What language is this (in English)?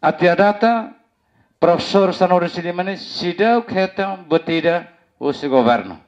Tetum